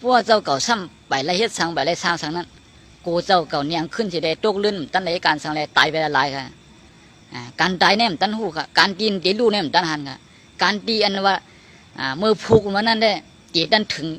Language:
Shan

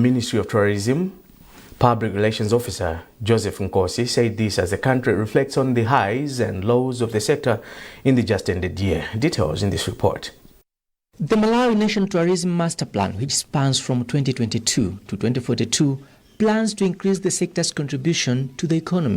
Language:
English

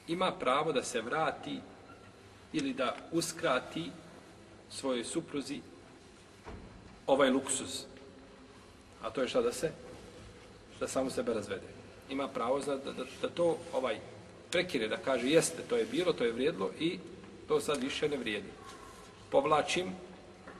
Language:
Bosnian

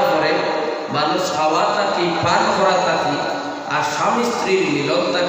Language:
Sylheti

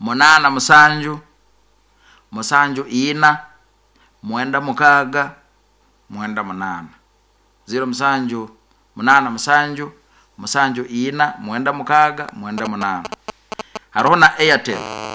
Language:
Nyoro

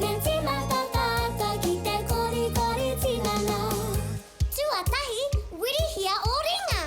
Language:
Māori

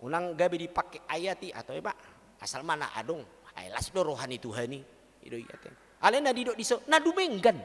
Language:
Batak Toba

